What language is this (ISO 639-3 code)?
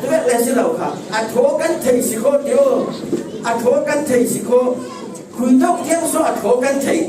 cfm